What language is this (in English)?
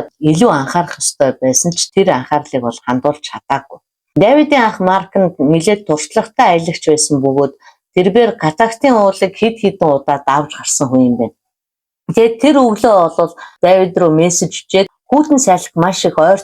Mongolian